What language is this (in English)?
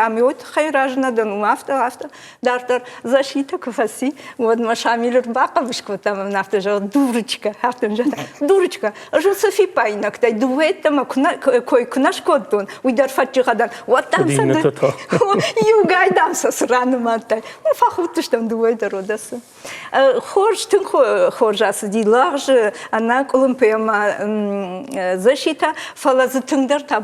Ossetic